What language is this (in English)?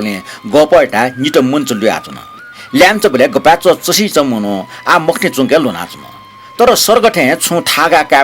Newari